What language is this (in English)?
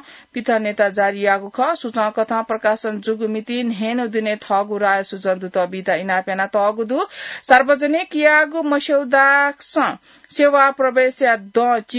Newari